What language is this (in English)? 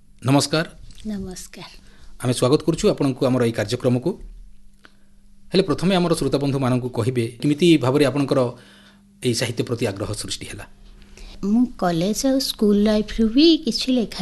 Odia